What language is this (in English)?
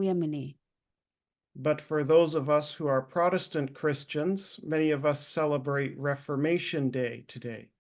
S'gaw Karen